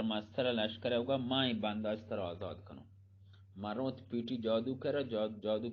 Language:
Eastern Balochi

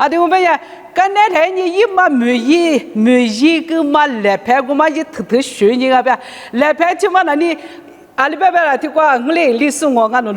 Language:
Lisu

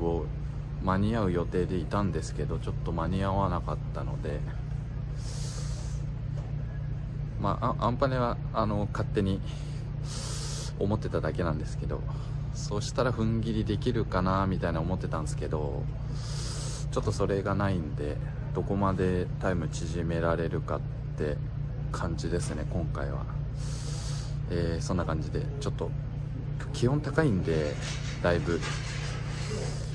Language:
Japanese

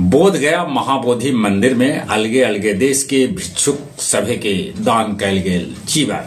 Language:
Magahi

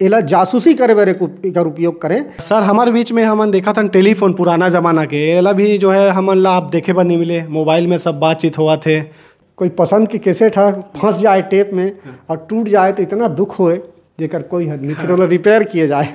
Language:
Chhattisgarhi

